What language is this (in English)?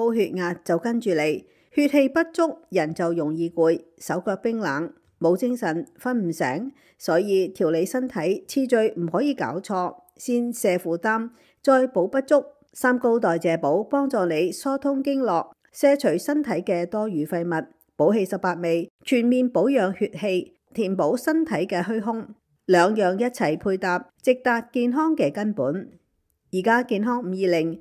Cantonese